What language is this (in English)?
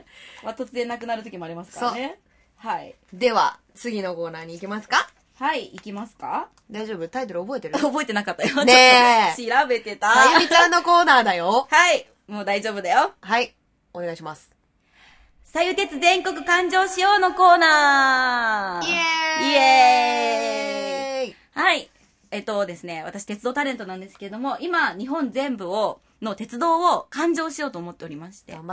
Japanese